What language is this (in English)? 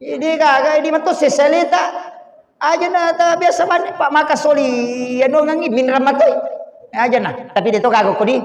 Buginese